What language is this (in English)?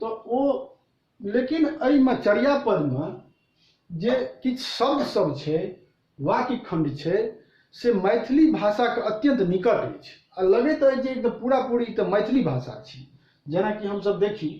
Maithili